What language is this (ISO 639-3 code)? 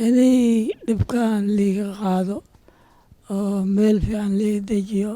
som